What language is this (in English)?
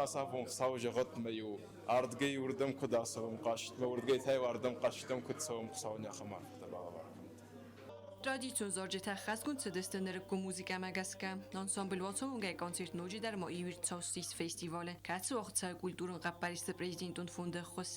Ossetic